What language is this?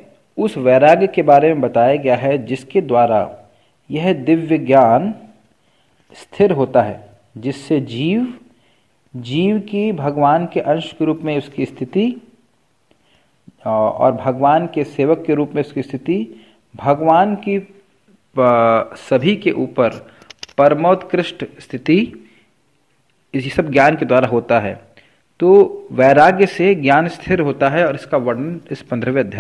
Hindi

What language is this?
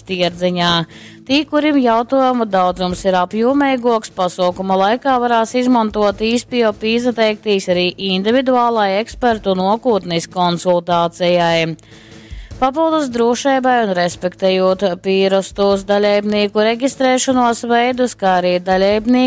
Latgalian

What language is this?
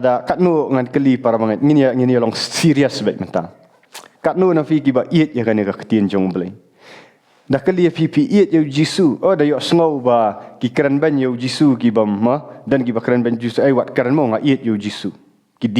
Khasi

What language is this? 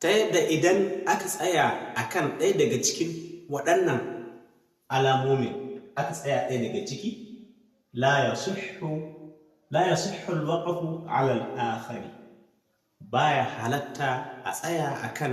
Hausa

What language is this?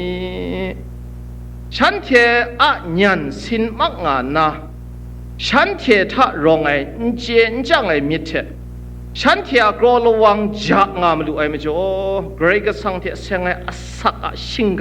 Kachin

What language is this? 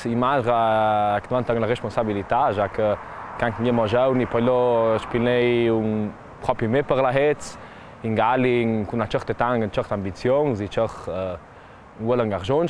Ladin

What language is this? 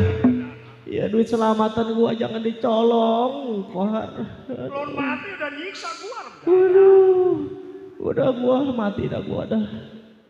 Betawi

